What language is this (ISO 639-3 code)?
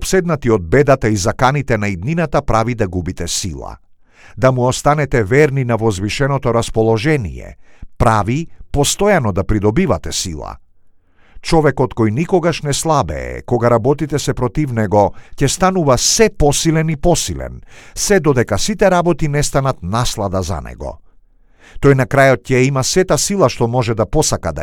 mkd